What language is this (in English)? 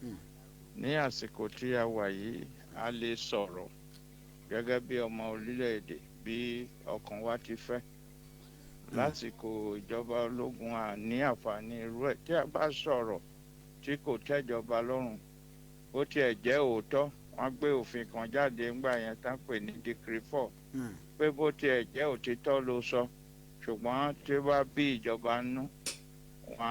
Yoruba